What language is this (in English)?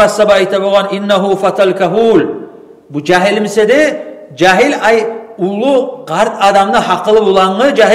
Kumyk